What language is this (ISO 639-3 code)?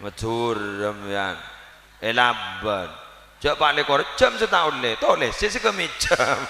mad